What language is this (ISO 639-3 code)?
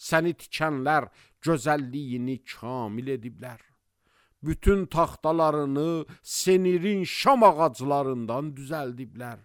aze